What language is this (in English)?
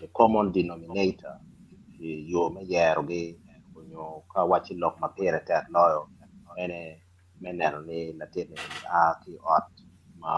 Acoli